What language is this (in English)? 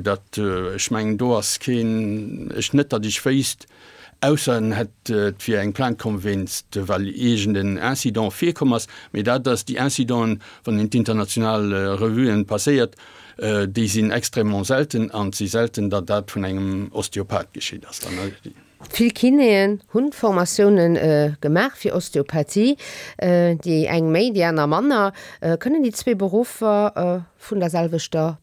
Luxembourgish